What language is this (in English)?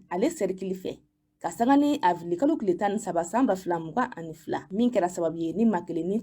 Bambara